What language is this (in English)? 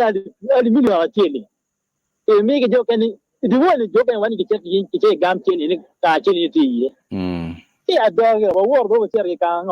Acoli